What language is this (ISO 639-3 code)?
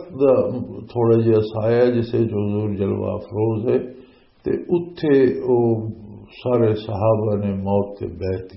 lah